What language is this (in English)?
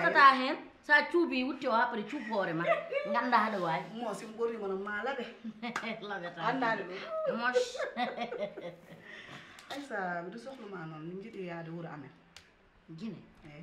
Wolof